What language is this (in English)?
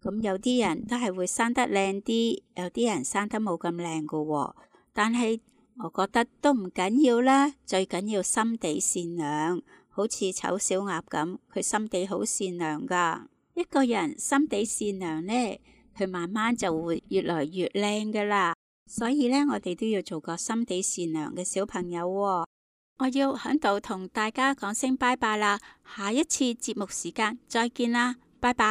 Cantonese